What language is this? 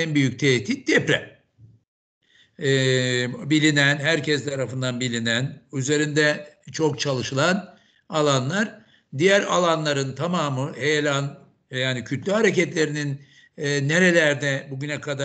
Turkish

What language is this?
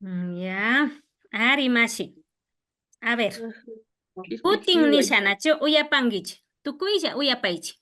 Imbabura Highland Quichua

